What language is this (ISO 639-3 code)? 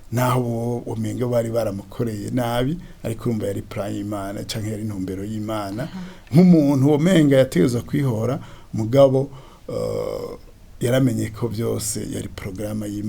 run